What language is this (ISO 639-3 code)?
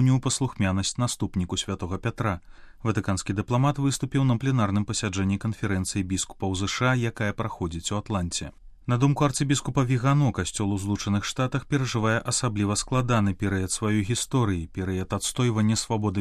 bel